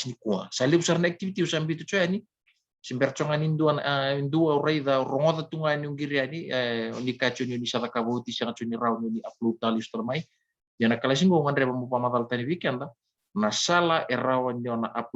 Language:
Fijian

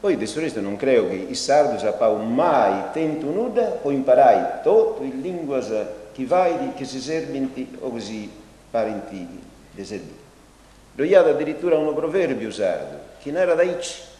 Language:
Sardinian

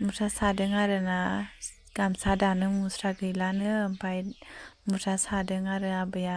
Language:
Bodo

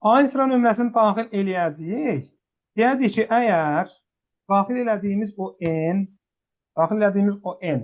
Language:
Azerbaijani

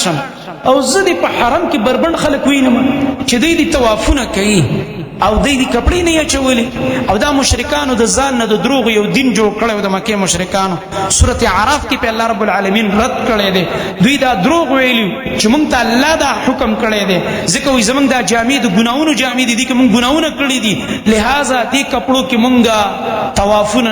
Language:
Pashto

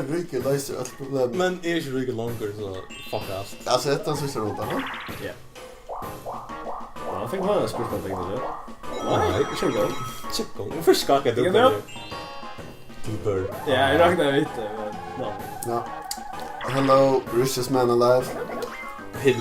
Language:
Faroese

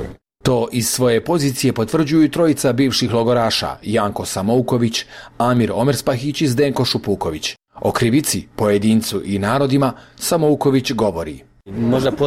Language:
Bosnian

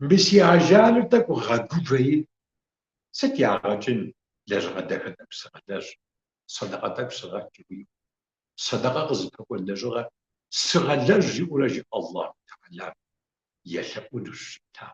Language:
Kabardian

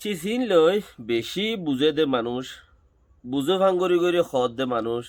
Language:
Rohingya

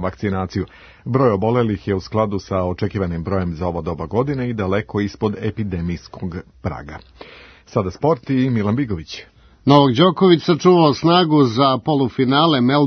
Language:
Serbian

